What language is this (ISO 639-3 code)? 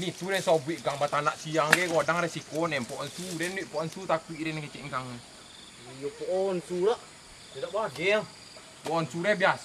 min